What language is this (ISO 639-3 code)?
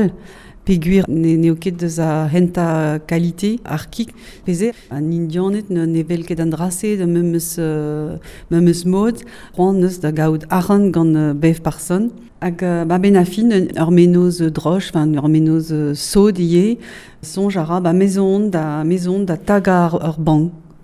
bre